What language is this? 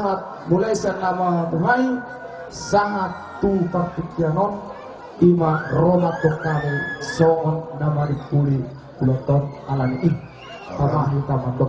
Batak Toba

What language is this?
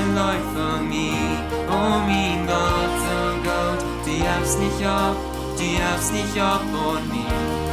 Plautdietsch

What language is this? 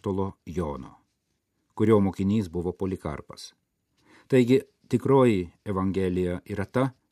Lithuanian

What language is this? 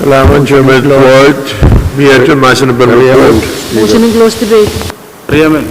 Pohnpeian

